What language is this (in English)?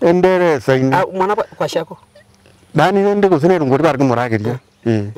Gusii